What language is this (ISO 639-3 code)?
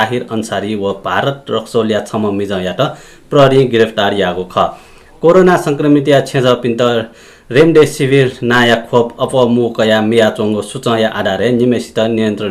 new